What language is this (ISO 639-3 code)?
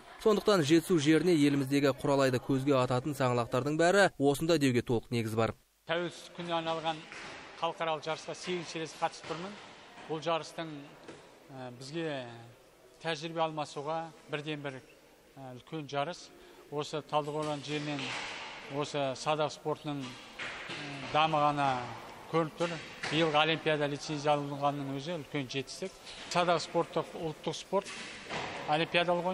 kaz